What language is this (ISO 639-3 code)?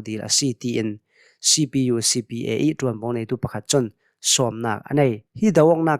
cnh